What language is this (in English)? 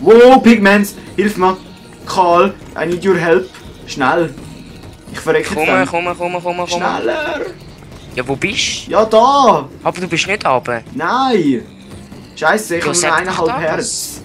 Swiss German